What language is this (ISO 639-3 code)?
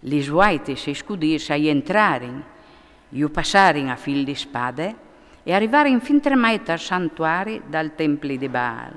fur